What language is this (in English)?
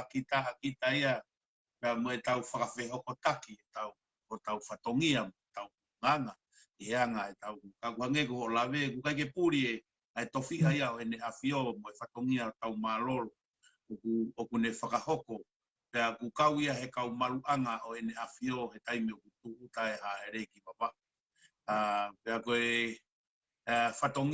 Tongan